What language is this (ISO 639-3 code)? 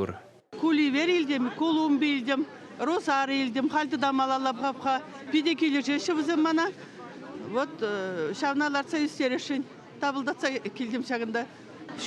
chv